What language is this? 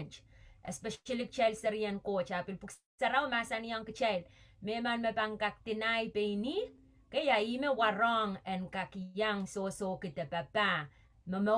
Pohnpeian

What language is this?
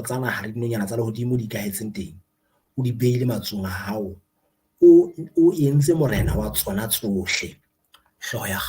Southern Sotho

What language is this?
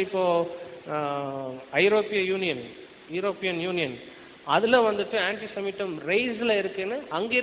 Tamil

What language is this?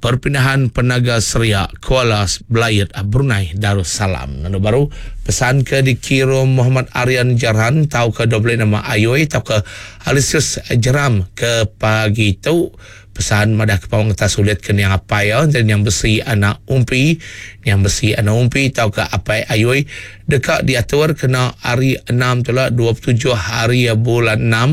Iban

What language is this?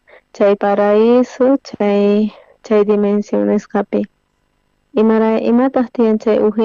South Bolivian Quechua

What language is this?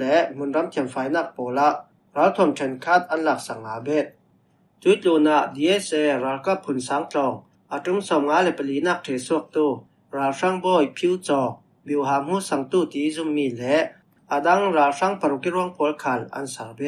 Falam Chin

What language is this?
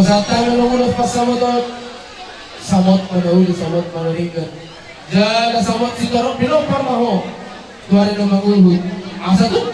Batak Toba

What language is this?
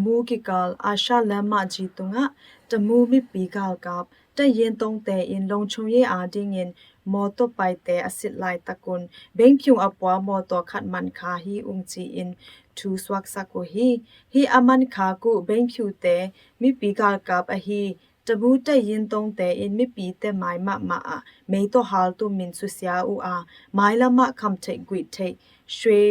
Tedim Chin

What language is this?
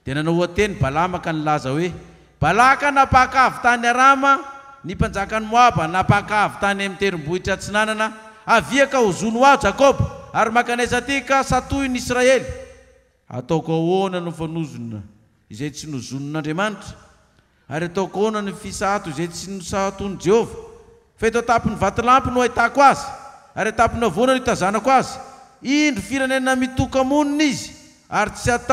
Malagasy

